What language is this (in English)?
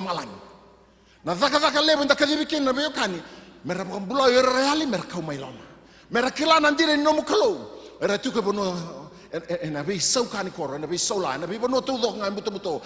Fijian